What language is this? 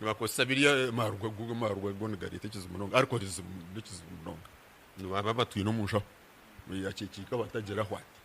Nyankole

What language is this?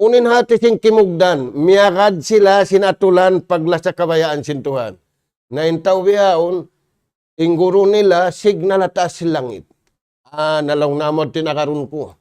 Tausug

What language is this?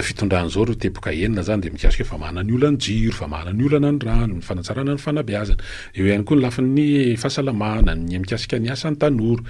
Malagasy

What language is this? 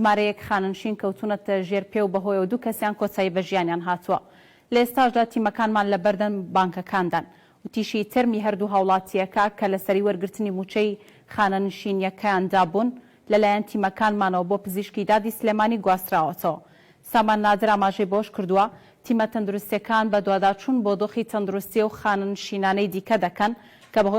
Central Kurdish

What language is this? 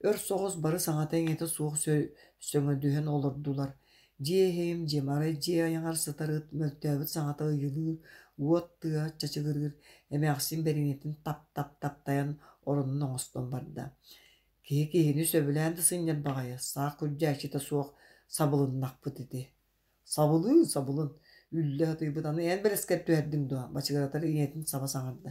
Yakut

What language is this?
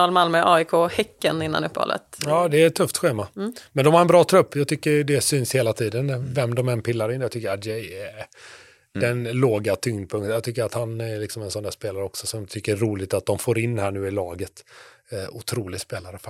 Swedish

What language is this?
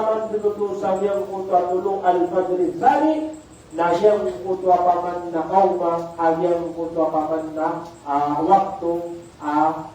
Maranao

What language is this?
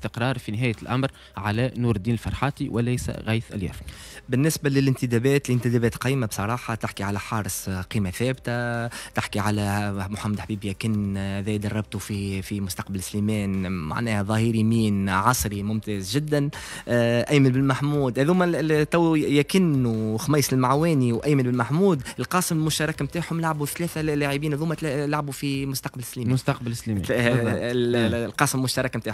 Tunisian Arabic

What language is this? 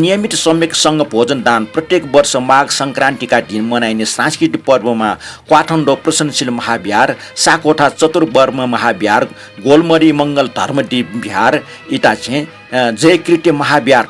Newari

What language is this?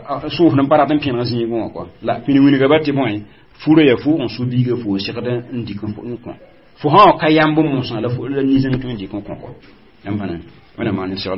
Mossi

